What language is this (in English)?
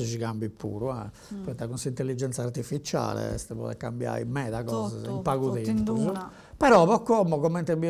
Sardinian